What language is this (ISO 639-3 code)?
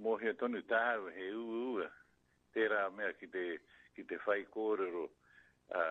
mri